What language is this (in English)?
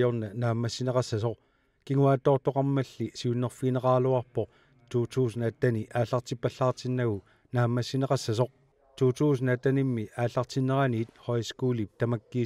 Kalaallisut